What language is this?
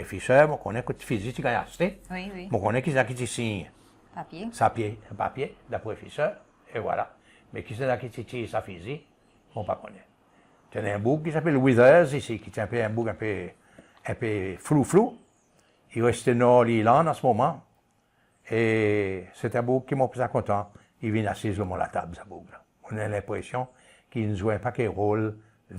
Seselwa Creole French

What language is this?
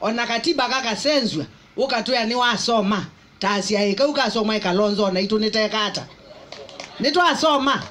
Kamba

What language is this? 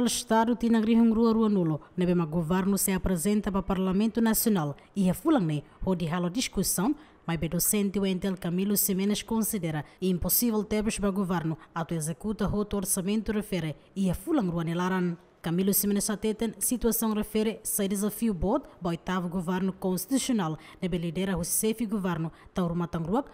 Tetum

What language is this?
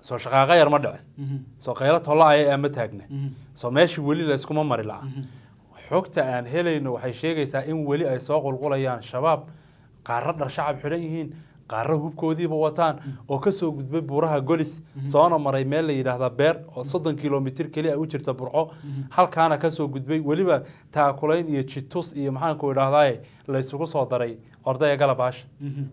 Somali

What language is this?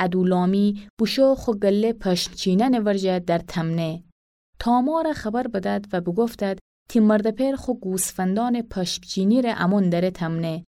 Gilaki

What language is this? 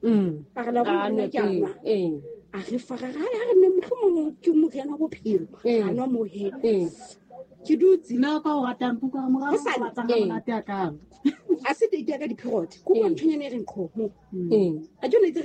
Southern Sotho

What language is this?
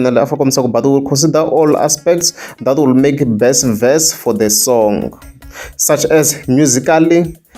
Tsonga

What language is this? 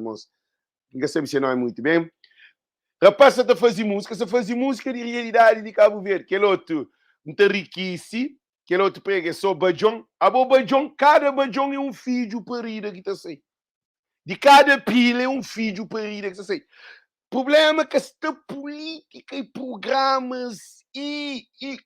Kabuverdianu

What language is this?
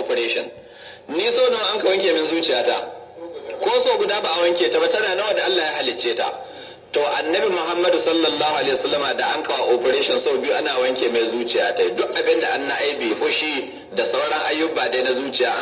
Hausa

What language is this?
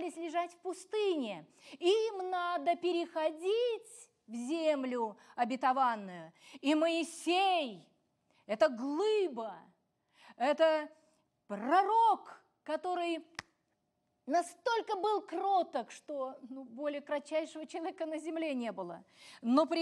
Russian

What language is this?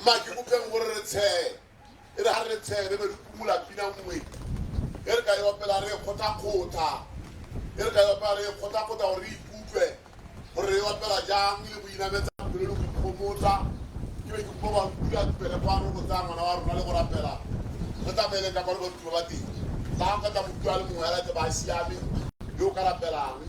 Tswana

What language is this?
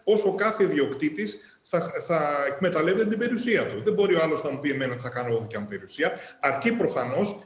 Greek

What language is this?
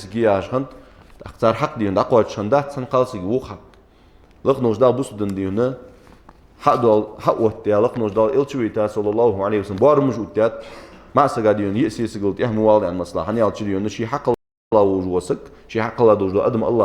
Ingush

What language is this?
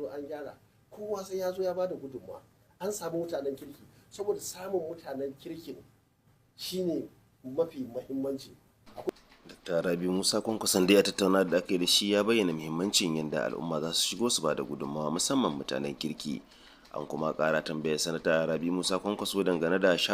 Hausa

